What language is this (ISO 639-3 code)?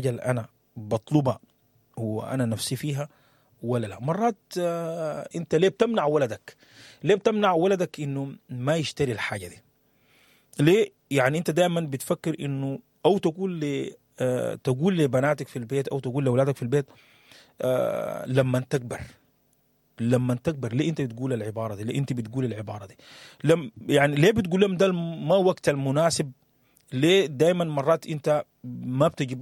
apd